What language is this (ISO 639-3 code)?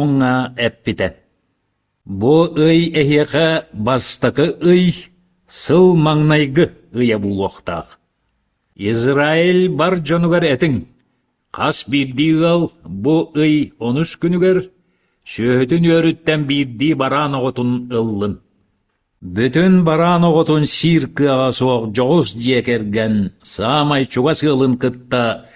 sah